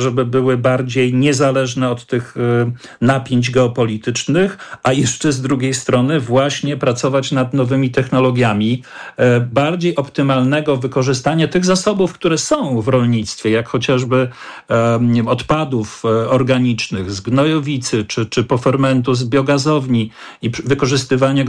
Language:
Polish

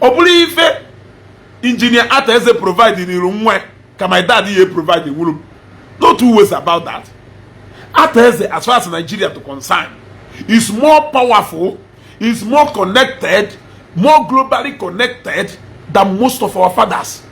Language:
Igbo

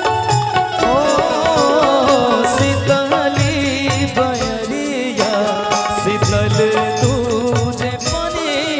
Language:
Bhojpuri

